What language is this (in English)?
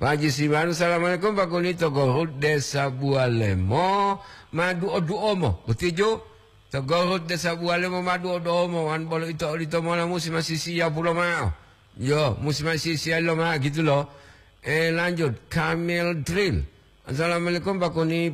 Gorontalo